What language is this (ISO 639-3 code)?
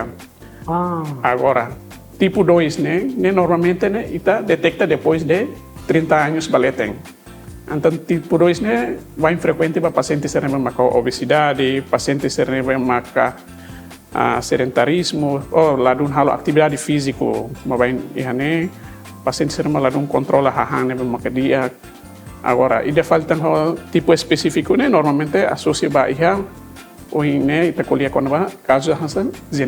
tet